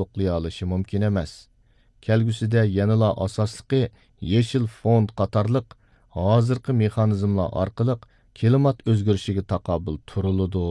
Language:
Uyghur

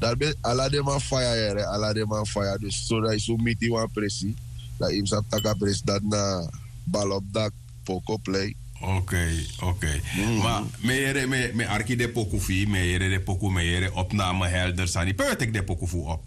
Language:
Sranan Tongo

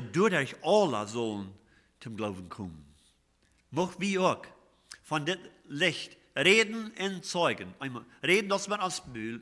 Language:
Plautdietsch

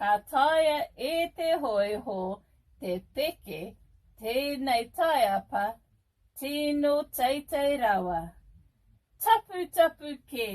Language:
Māori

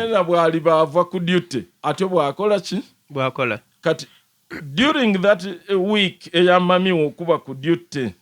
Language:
Soga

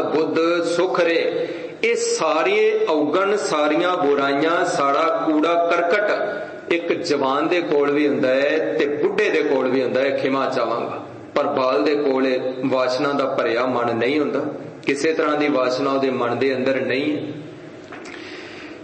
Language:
Punjabi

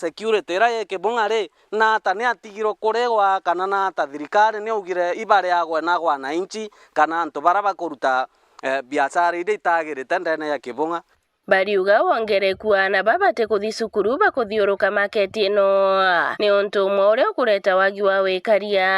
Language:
Meru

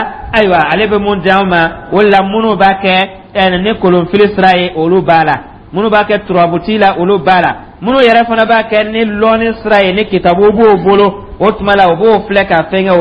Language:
Dyula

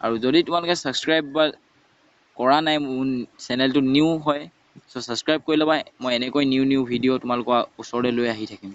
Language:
Assamese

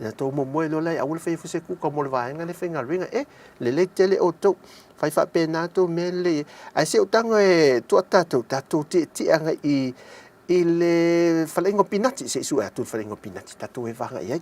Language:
Samoan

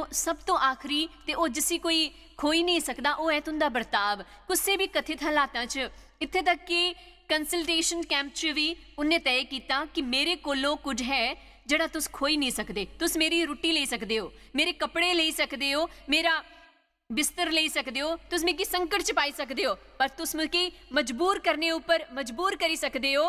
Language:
Dogri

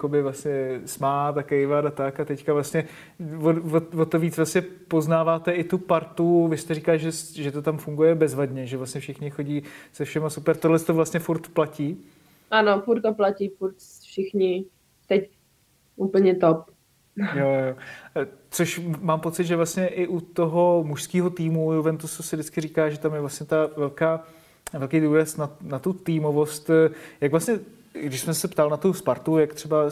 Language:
Czech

